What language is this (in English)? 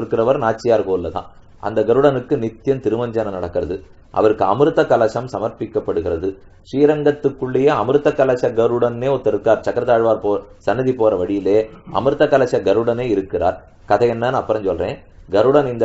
Tamil